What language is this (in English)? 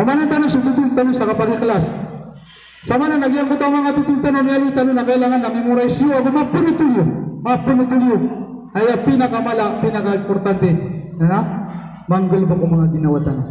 Maranao